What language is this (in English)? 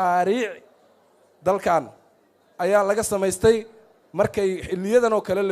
Somali